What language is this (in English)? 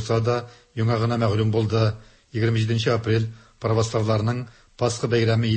Tatar